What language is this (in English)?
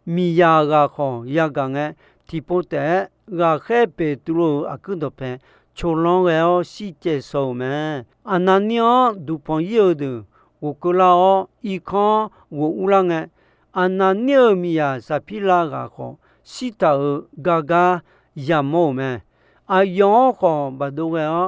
Akha